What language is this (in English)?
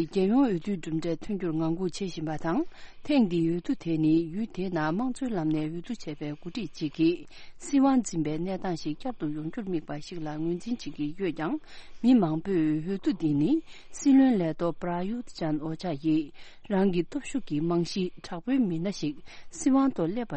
Tibetan